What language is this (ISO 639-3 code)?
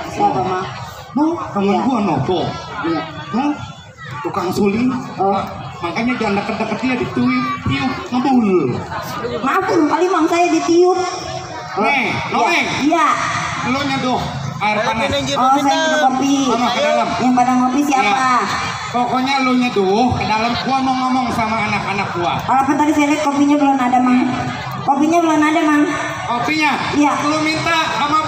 bew